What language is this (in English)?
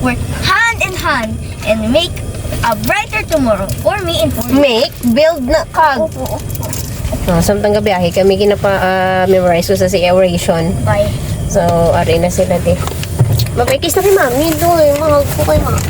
Hiligaynon